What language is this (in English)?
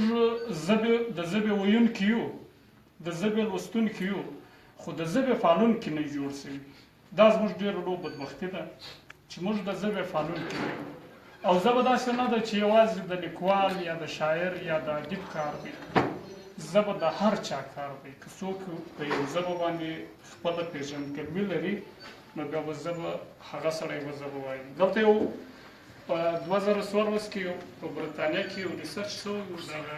Pashto